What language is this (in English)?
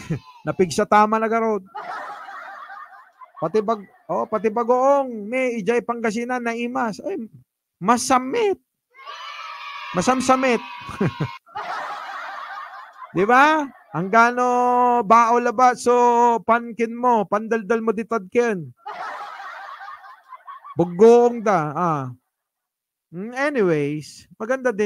Filipino